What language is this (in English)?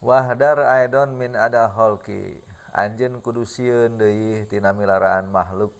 Sundanese